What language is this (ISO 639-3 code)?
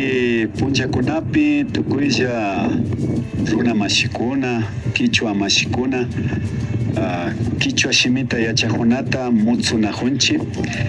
qvi